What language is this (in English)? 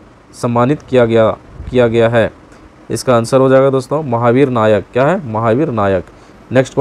Hindi